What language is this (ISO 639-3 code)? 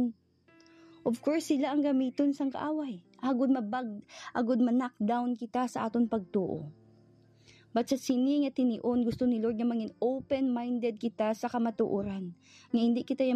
hil